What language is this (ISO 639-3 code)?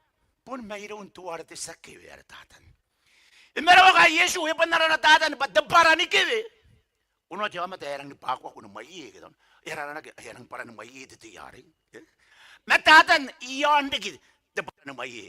gil